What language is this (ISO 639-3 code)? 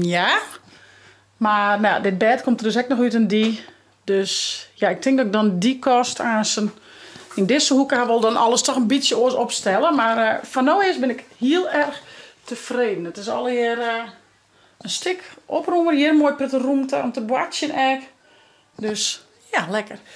fry